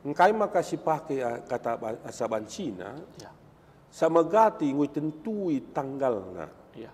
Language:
Batak Karo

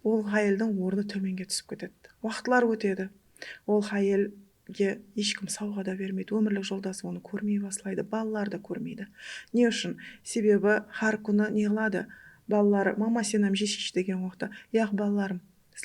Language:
Kara-Kalpak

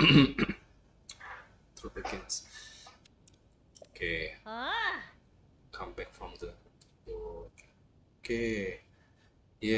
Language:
Indonesian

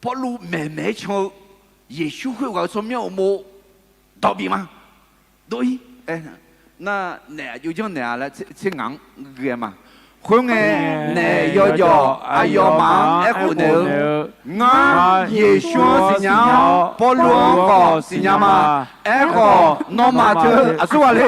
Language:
Akha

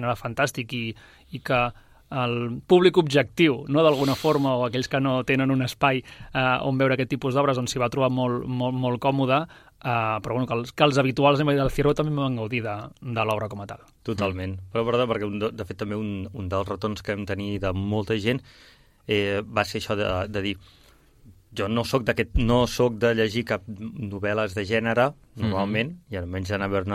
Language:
Catalan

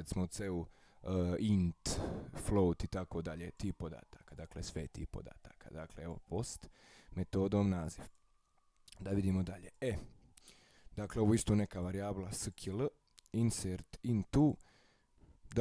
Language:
Croatian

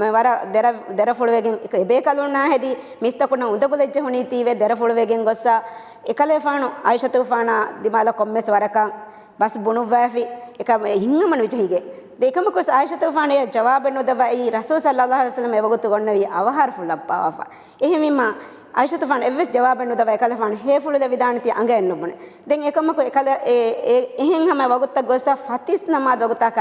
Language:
Divehi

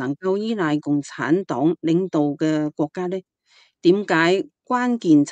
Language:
Cantonese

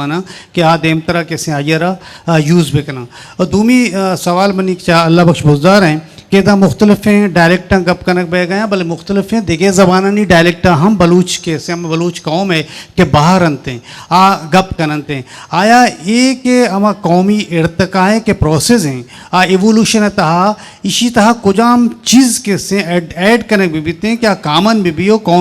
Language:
Eastern Balochi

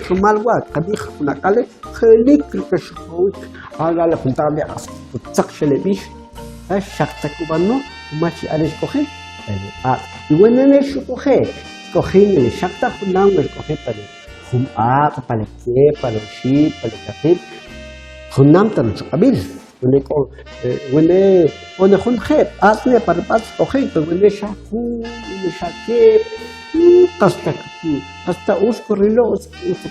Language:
Kʼicheʼ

